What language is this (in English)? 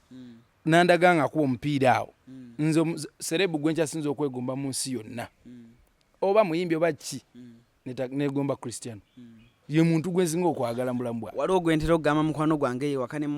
Ganda